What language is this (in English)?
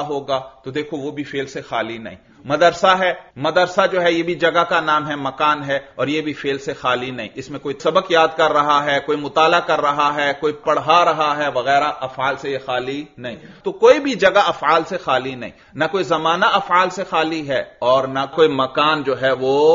Urdu